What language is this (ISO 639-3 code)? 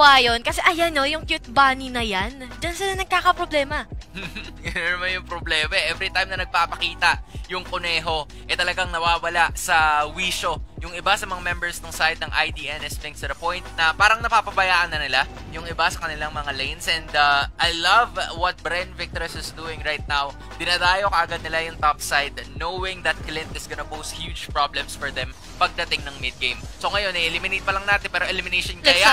fil